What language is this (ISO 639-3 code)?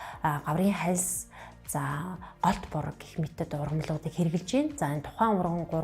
mon